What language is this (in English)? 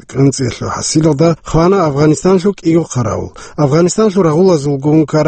Avaric